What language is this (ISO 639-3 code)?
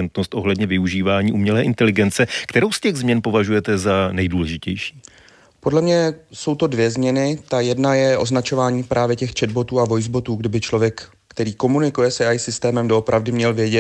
ces